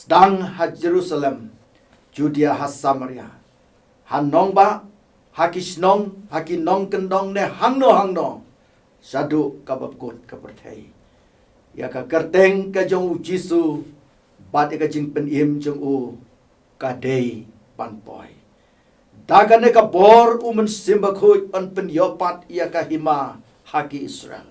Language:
Khasi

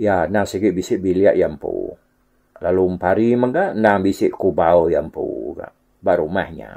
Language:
Iban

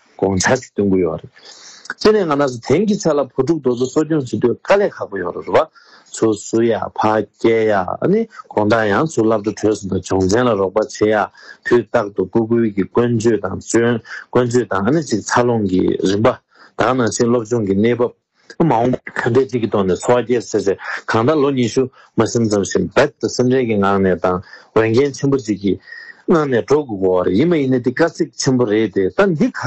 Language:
Tibetan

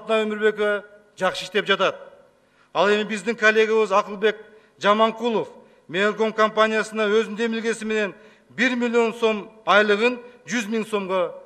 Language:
Kyrgyz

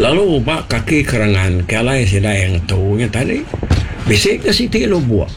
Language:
Iban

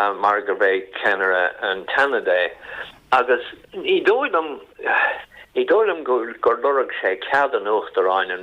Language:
Irish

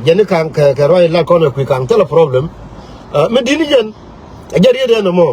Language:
Nuer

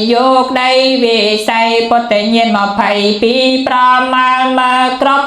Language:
Khmer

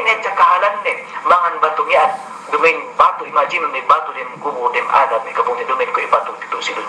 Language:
Yakan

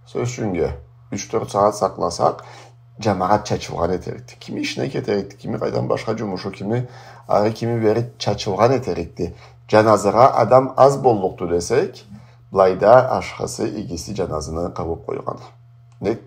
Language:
Karachay-Balkar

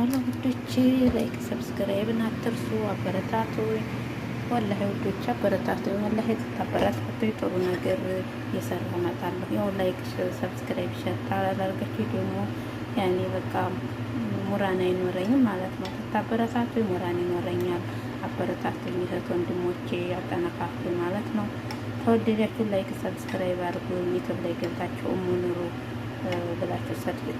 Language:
Amharic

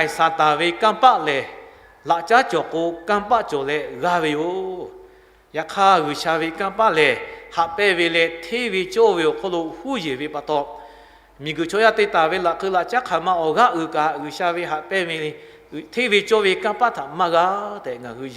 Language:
Lahu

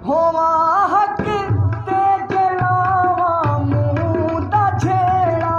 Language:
Saraiki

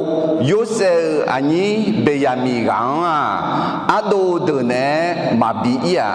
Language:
Akha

